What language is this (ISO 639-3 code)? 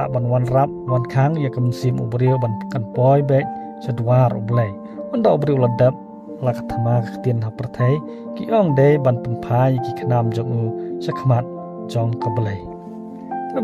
kha